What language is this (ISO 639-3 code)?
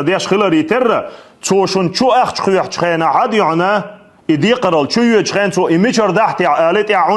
che